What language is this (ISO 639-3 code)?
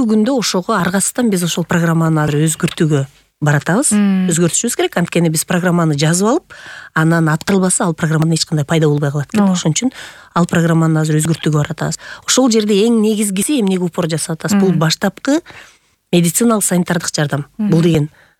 kir